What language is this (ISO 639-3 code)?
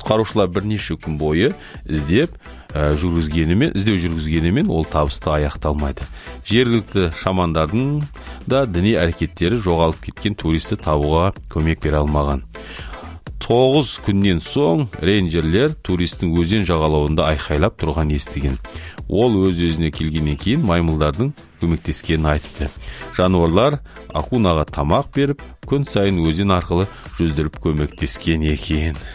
kaz